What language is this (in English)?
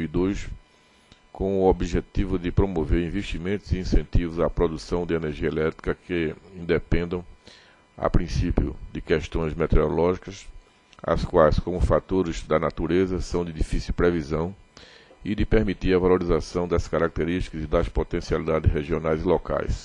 Portuguese